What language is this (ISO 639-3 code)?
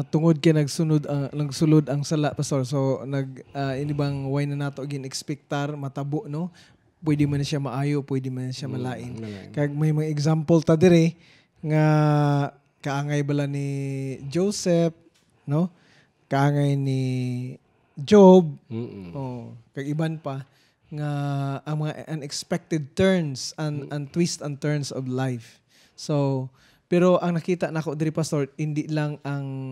hil